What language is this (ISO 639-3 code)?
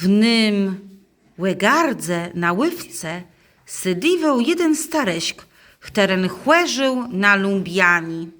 csb